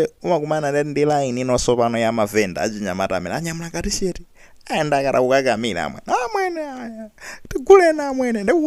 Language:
Nyanja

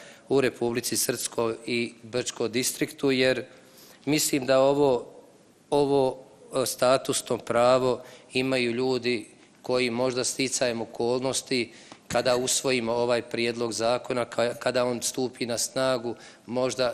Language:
Bosnian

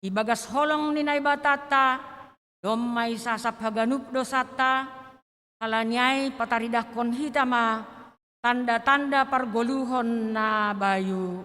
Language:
Batak Simalungun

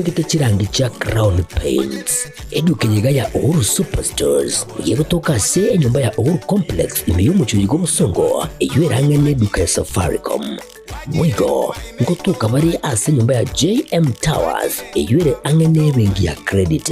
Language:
Gusii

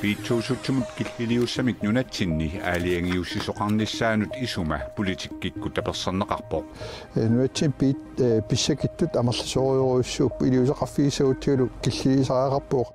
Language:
Kalaallisut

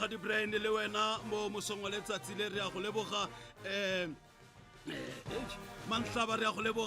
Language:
Tswana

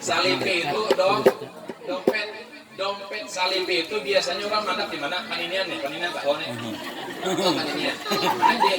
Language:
Banjar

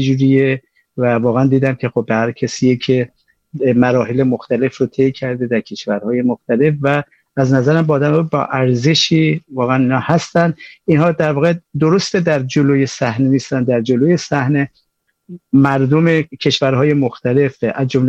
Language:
Persian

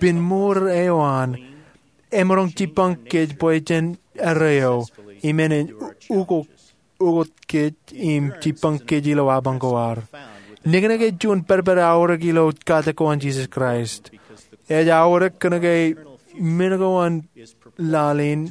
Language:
Marshallese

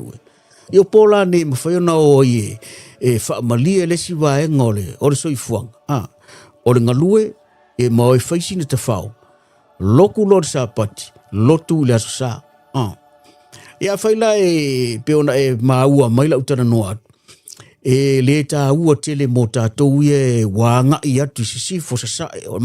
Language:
Samoan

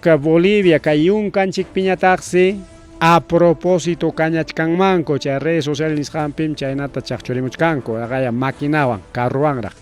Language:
Ayacucho Quechua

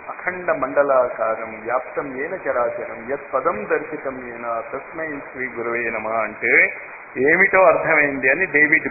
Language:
Telugu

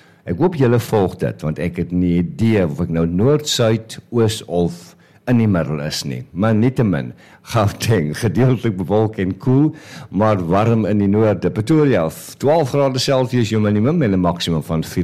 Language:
Afrikaans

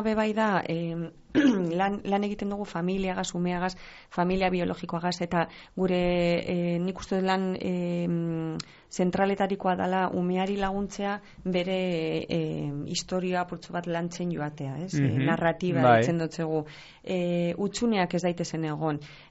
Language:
Basque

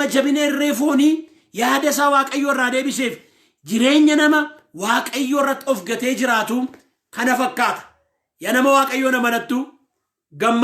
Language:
Oromo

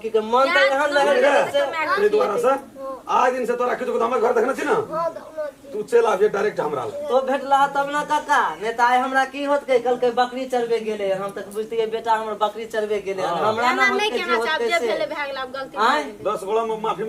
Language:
Maithili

